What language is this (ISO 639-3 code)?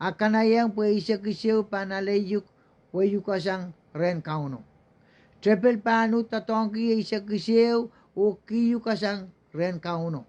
pon